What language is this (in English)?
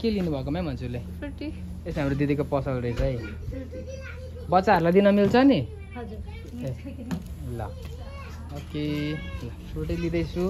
Nepali